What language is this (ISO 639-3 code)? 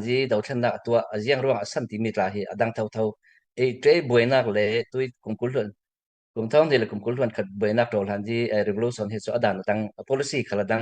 cfm